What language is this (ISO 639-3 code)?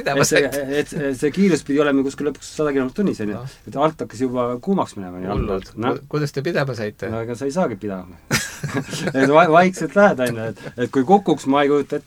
est